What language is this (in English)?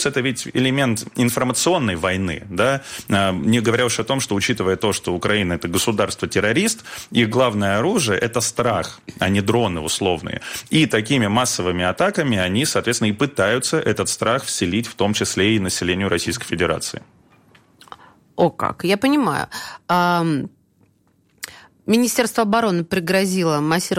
Russian